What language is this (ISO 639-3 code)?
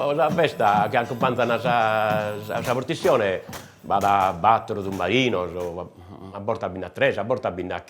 srd